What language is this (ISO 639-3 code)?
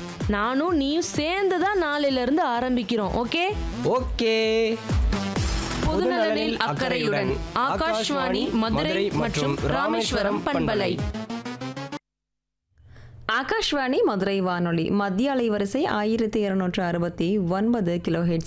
tam